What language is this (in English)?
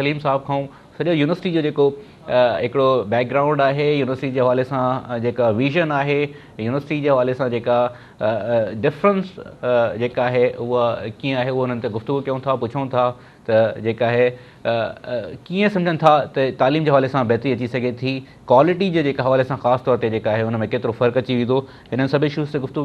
Sindhi